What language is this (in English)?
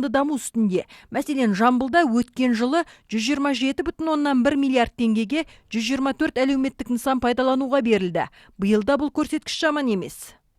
Kazakh